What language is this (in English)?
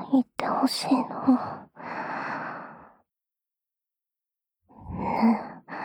Japanese